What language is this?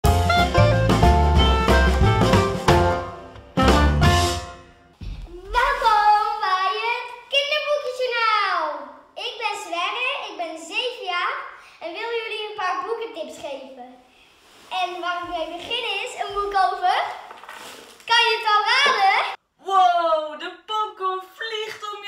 Dutch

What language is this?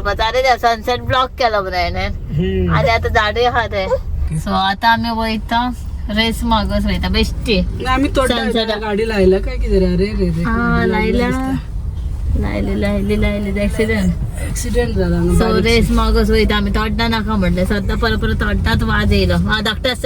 Konkani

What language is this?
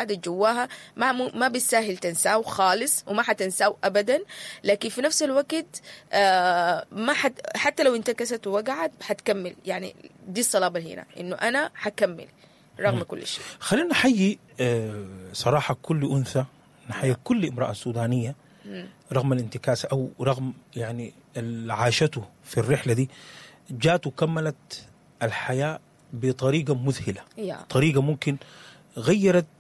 Sudanese Arabic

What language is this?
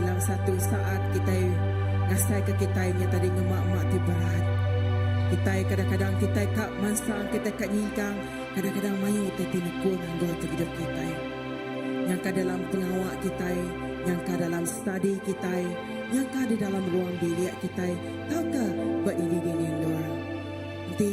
Iban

